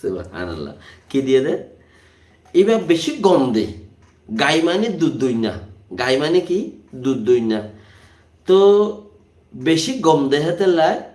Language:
Rohingya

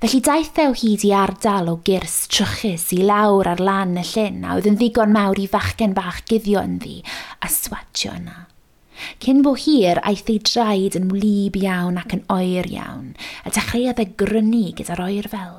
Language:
Welsh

